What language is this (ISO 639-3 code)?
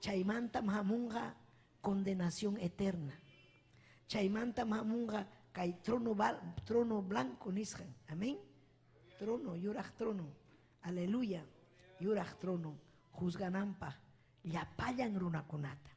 quy